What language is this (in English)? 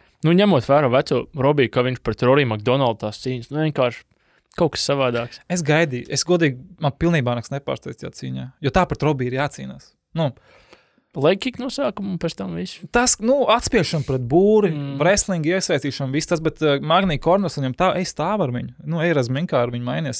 Latvian